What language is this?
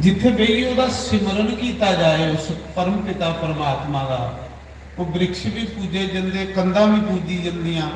Dogri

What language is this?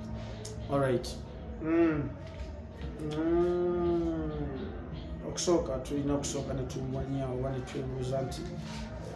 Ganda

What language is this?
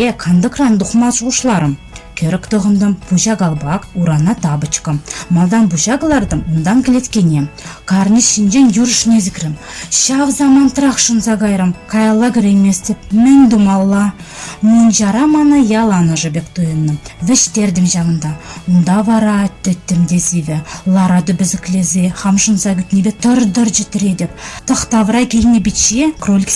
Chuvash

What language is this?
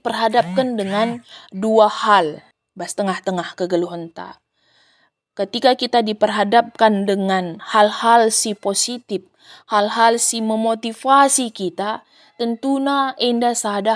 Batak Karo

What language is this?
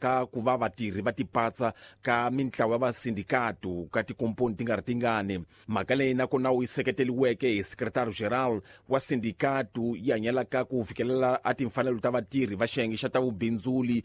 Tsonga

